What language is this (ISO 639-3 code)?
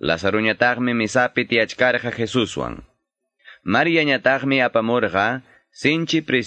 que